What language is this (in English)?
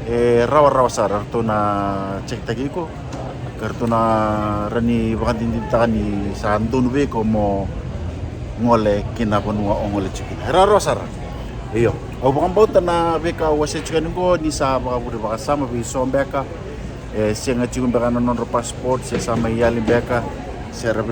Fijian